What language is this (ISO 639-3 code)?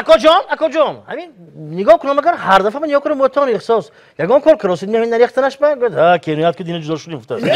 tgk